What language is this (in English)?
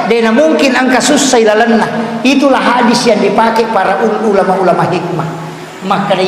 Buginese